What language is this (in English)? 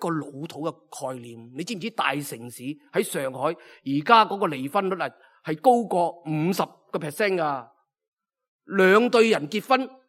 Cantonese